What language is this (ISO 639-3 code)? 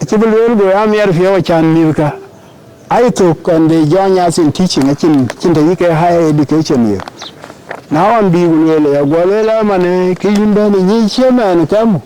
din